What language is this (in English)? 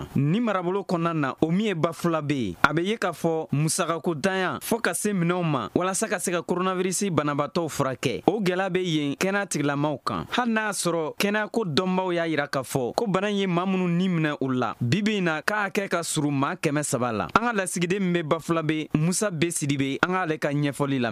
Bambara